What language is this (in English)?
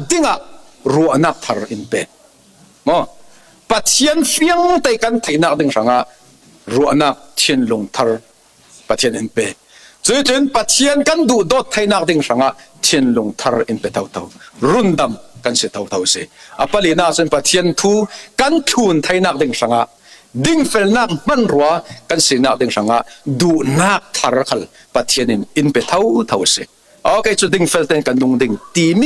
Falam Chin